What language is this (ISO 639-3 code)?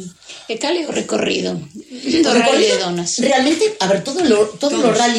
glg